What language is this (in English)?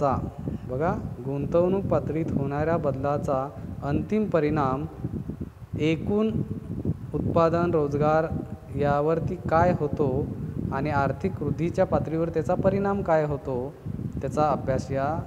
Marathi